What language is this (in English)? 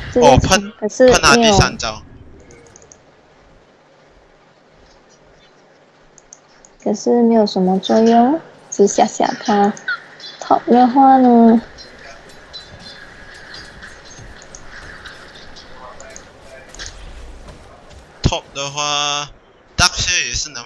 Chinese